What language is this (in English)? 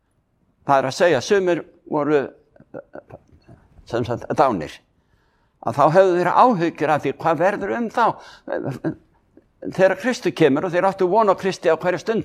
Icelandic